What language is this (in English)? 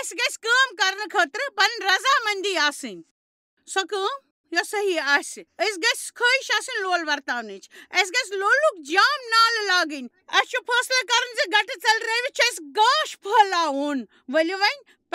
Kashmiri